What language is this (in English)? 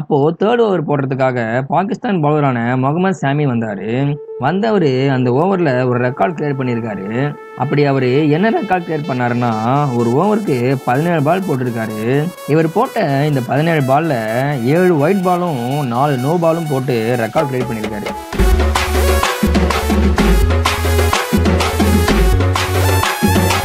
Tamil